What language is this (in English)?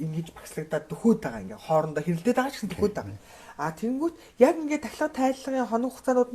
Mongolian